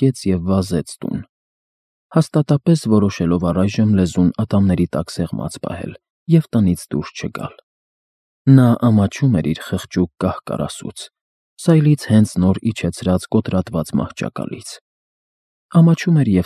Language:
Armenian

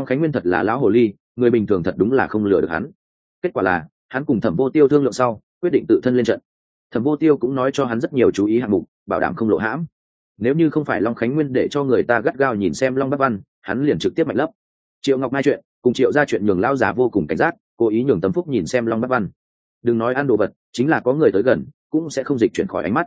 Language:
Vietnamese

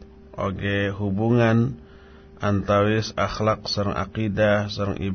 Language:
Sundanese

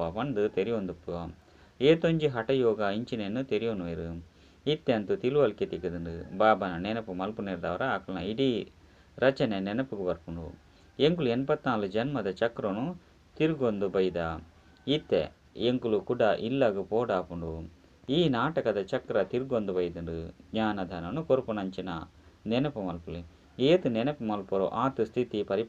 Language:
Tulu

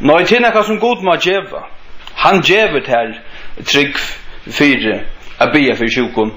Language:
Faroese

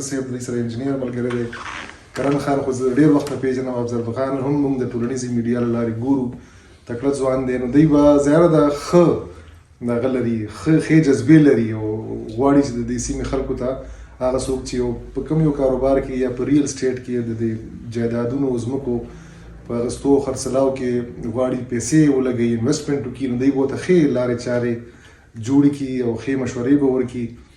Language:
Pashto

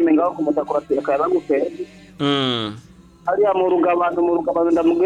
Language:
Rundi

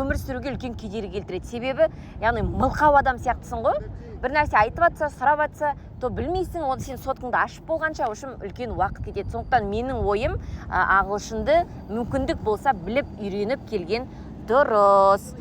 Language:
Kazakh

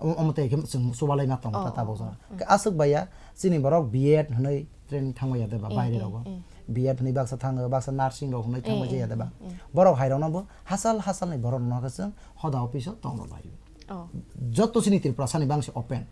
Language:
Kok Borok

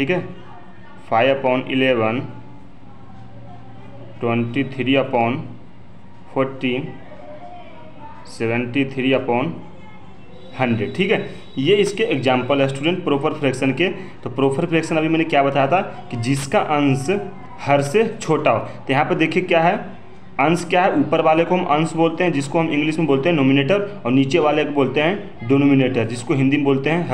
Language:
Hindi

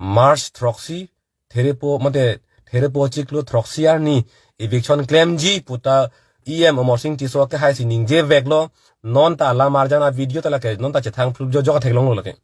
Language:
Karbi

